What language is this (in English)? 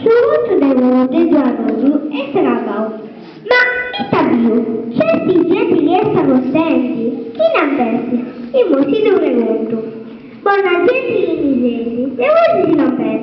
Sardinian